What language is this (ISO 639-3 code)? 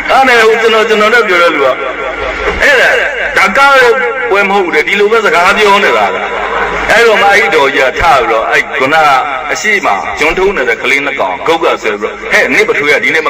mya